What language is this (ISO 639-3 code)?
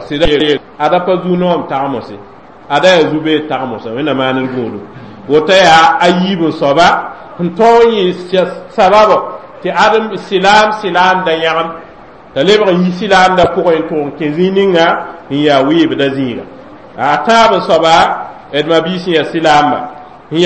mos